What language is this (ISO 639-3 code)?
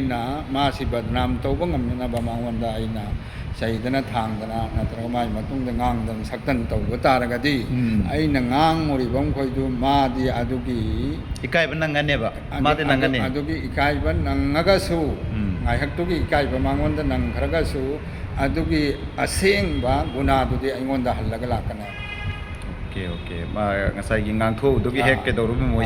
mni